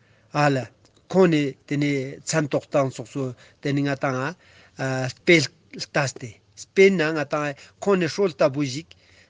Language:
Ladakhi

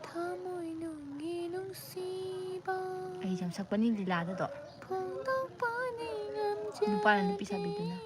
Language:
Manipuri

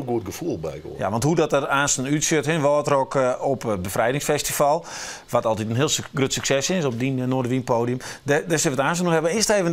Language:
Western Frisian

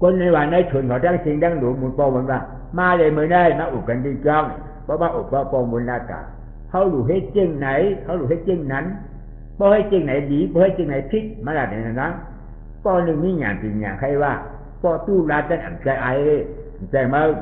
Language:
Shan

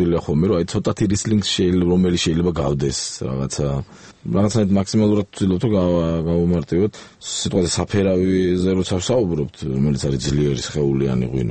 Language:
Georgian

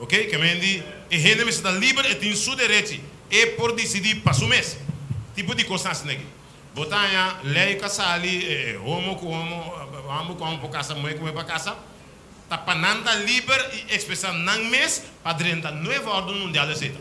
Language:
Papiamento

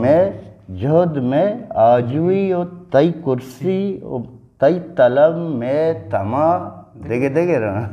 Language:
Eastern Balochi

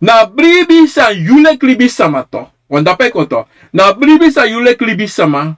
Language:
Sranan Tongo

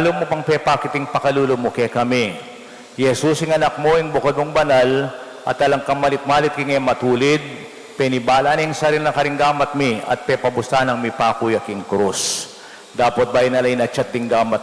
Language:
Pampanga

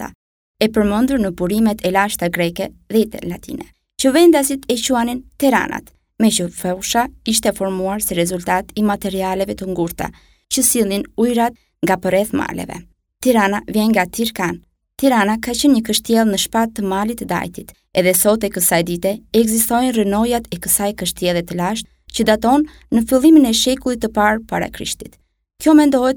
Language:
Albanian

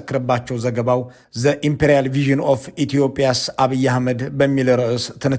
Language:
Amharic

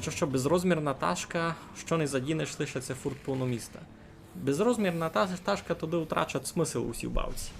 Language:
Rusyn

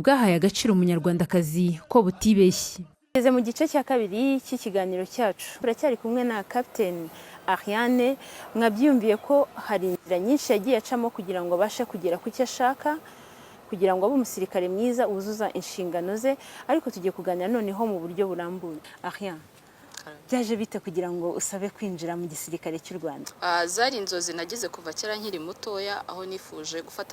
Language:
Kinyarwanda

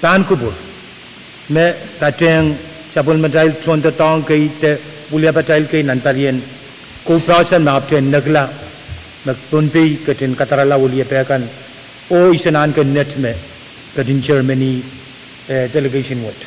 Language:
Pohnpeian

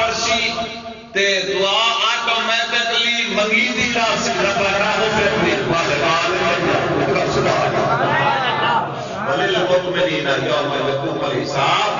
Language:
Saraiki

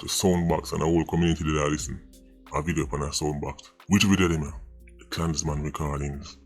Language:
Jamaican Creole English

